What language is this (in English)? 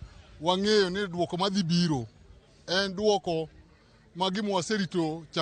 Luo (Kenya and Tanzania)